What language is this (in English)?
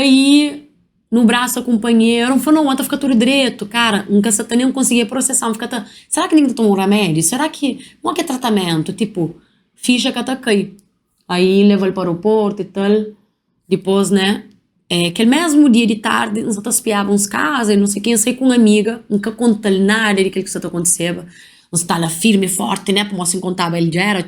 Kabuverdianu